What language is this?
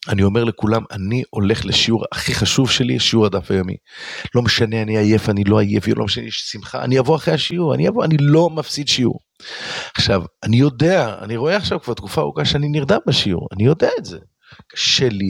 Hebrew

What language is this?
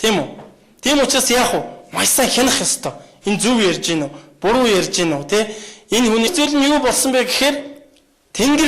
Mongolian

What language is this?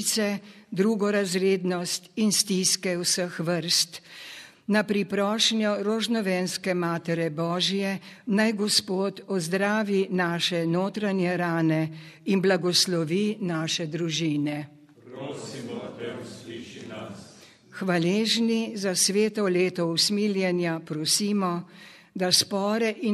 Slovenian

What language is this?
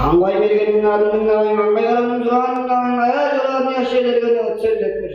Tuvinian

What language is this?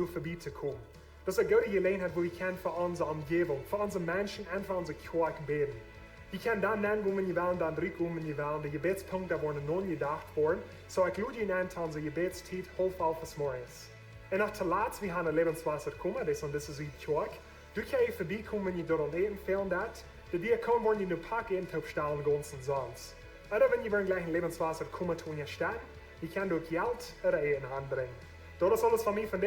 Plautdietsch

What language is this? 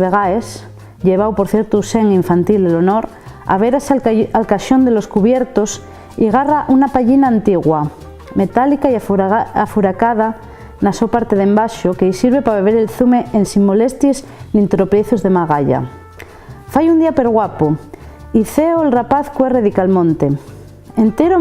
Asturian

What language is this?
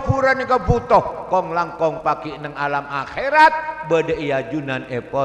Madurese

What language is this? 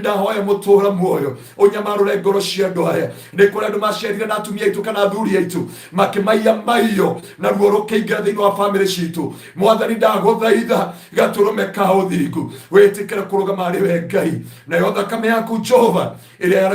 Kikuyu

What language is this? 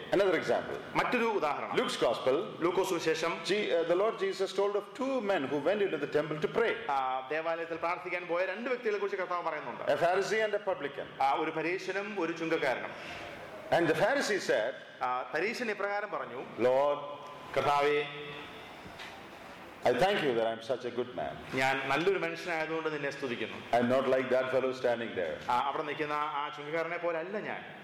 Malayalam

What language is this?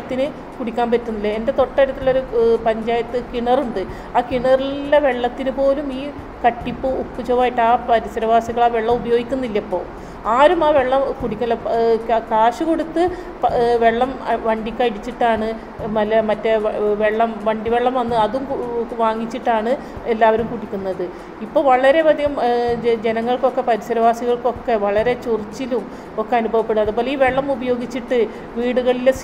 Malayalam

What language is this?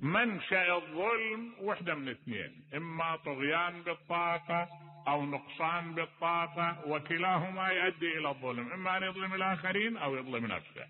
Mesopotamian Arabic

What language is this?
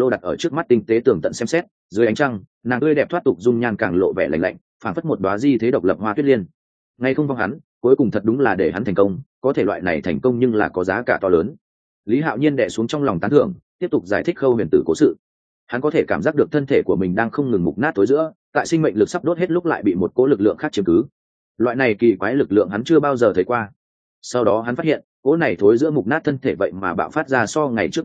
Vietnamese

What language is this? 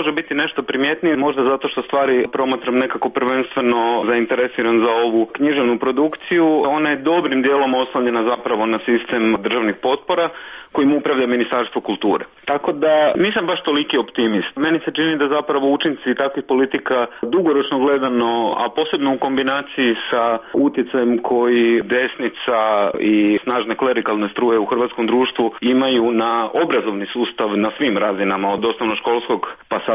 Croatian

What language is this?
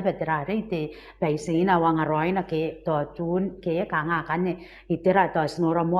Gilbertese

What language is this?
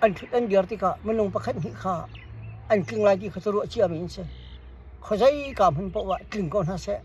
Hakha Chin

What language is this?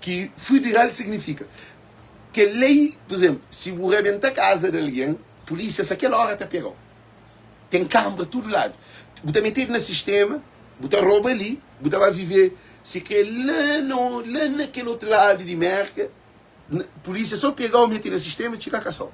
Kabuverdianu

